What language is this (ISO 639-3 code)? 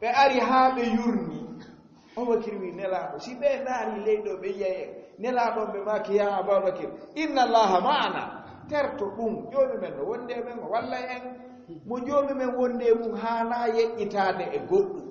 ful